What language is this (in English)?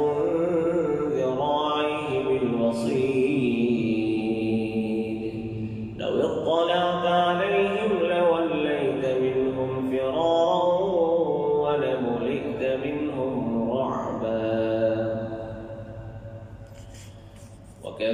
Arabic